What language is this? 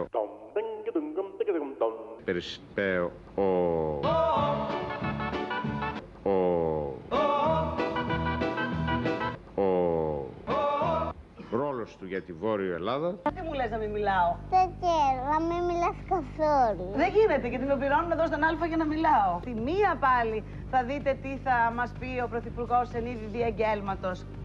Greek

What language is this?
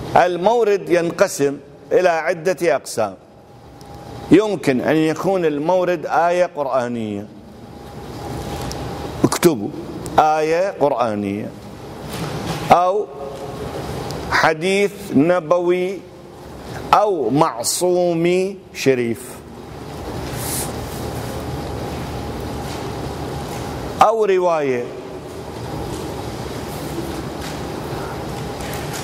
Arabic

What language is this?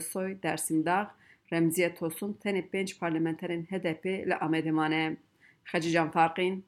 Kurdish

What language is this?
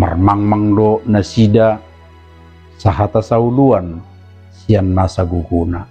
Batak Toba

